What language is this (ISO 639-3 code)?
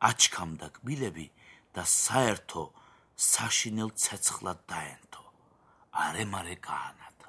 kat